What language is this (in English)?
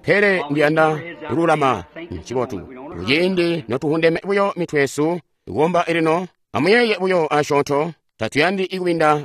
Tonga (Zambia)